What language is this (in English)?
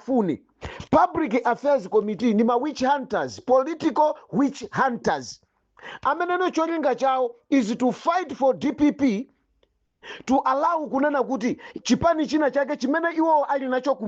Nyanja